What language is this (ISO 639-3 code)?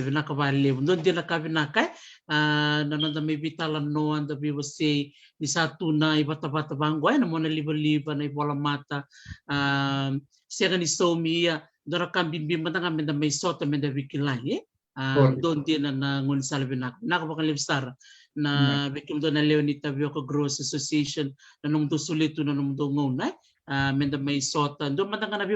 fij